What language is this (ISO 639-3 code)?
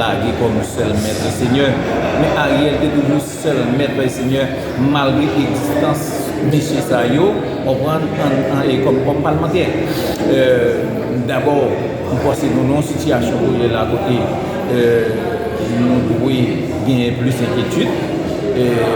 hat